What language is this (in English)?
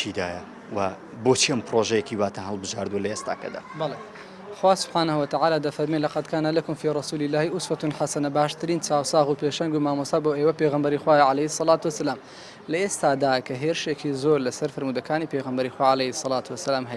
Central Kurdish